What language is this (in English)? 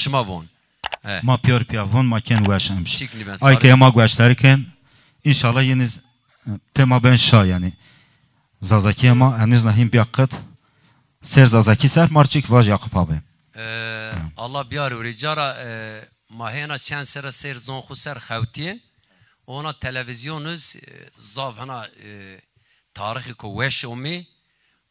Zaza